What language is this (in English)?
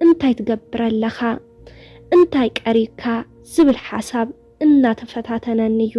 Tigrinya